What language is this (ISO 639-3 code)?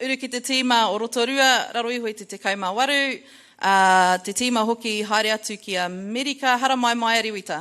mri